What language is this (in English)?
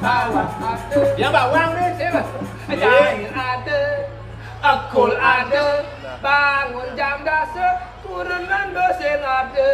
Balinese